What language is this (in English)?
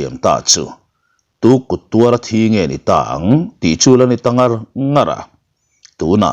Mizo